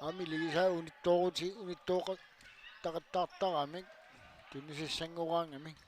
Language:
Kalaallisut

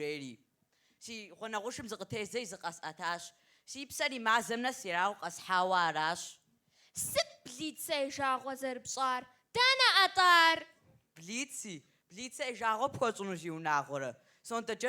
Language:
Kabardian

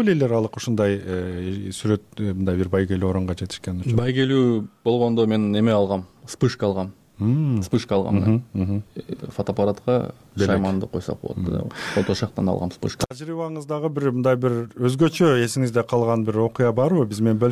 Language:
Kyrgyz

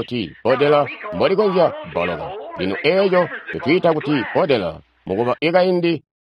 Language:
Tonga (Zambia)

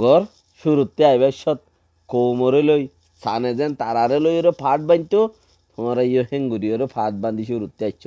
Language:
Rohingya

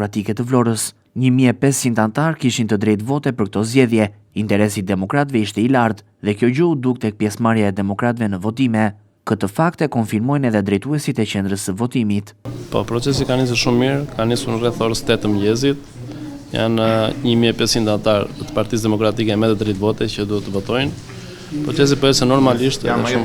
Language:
Albanian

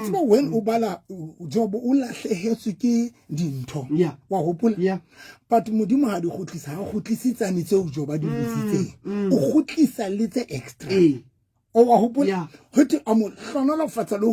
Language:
Southern Sotho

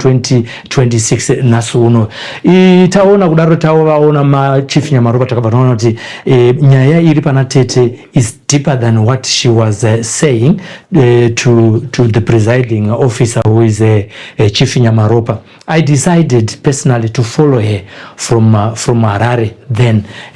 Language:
Shona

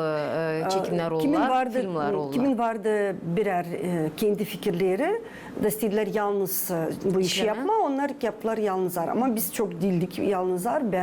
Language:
Gagauz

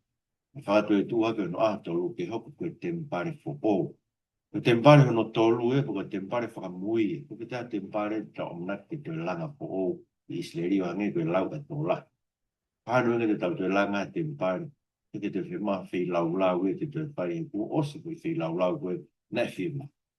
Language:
Tongan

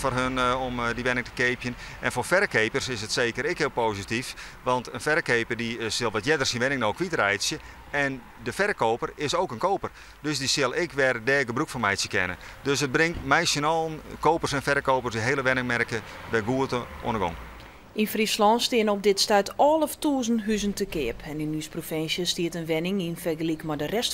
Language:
Western Frisian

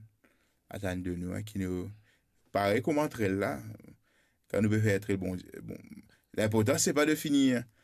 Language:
Morisyen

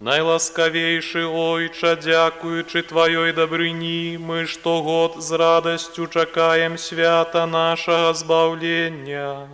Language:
Belarusian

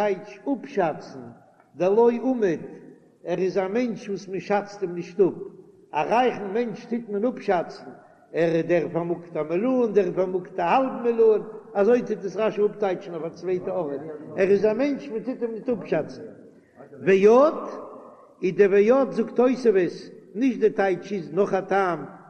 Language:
Yiddish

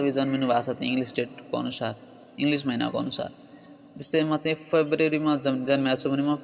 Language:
Nepali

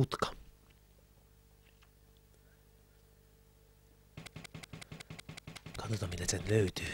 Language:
Finnish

